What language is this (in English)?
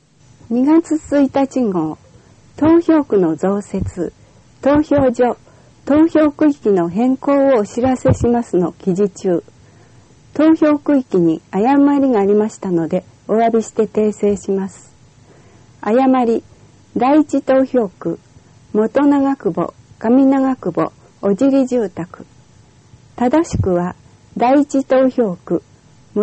Japanese